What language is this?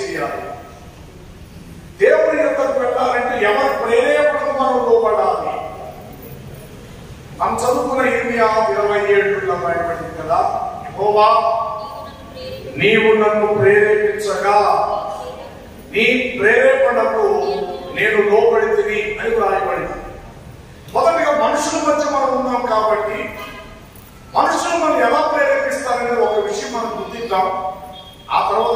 Telugu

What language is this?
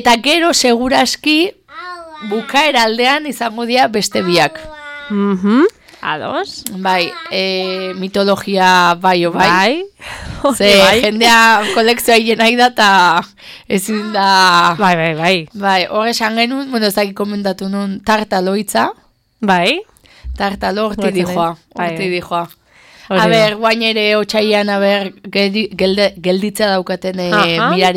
Basque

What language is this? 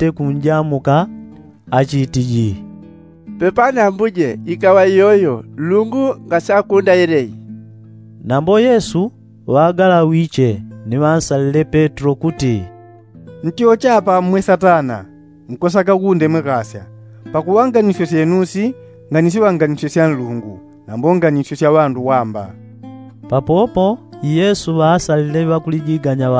Yao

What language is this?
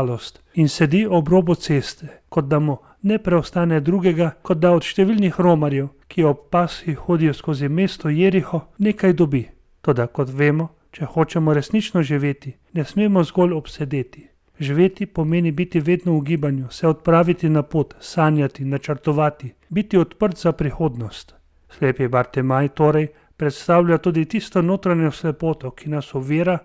Slovenian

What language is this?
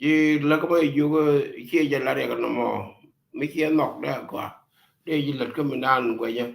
Nuer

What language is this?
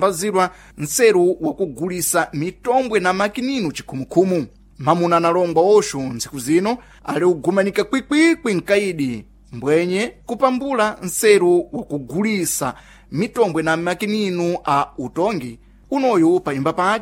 Sena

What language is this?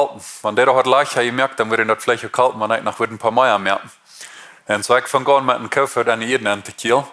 Plautdietsch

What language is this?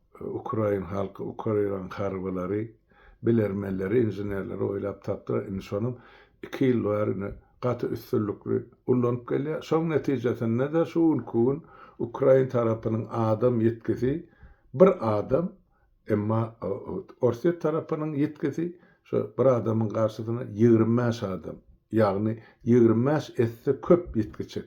Turkmen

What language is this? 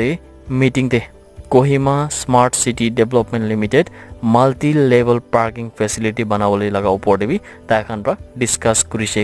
Naga Pidgin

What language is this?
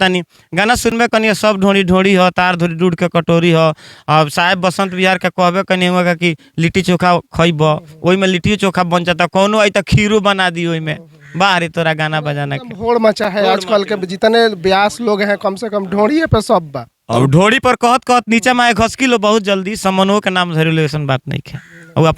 Bhojpuri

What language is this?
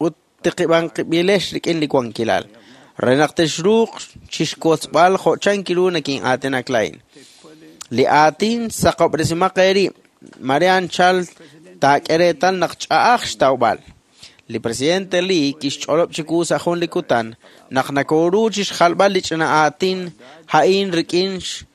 Kekchí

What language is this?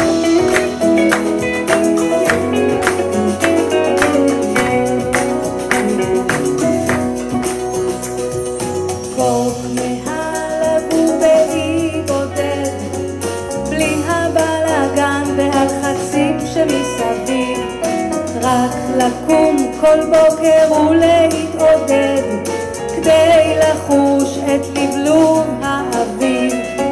Hebrew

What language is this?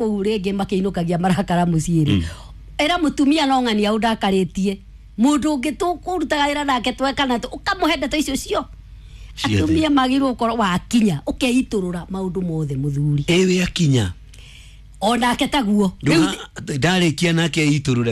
Kikuyu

